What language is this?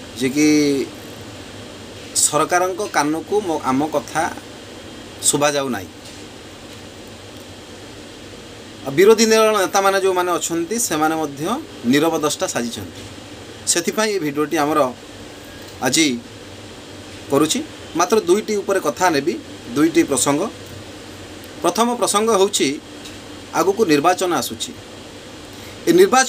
Odia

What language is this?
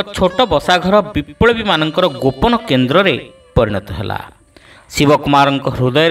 Odia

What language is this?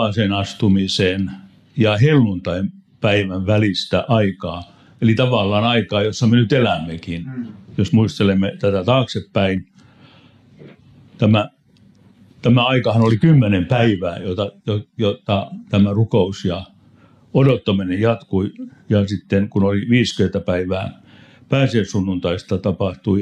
Finnish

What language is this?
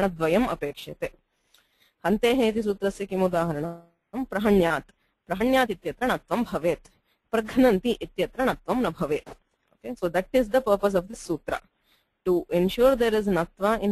Sanskrit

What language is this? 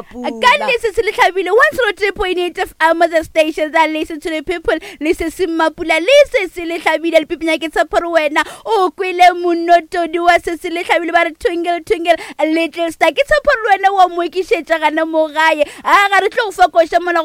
Northern Sotho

